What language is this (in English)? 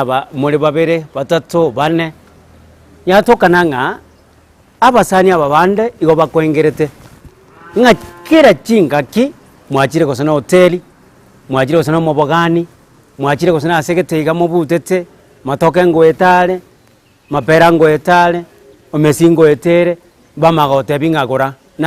Gusii